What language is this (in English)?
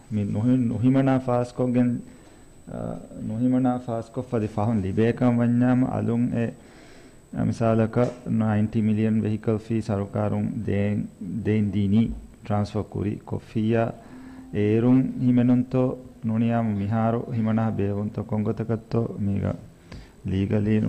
Divehi